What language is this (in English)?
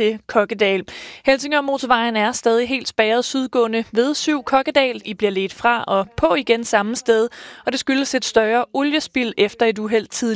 Danish